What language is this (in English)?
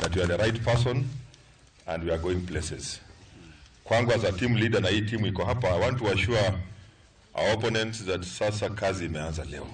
Luo (Kenya and Tanzania)